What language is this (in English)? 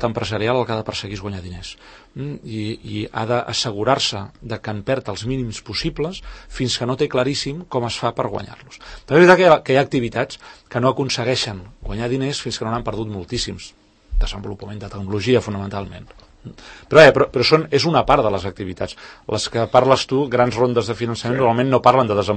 Catalan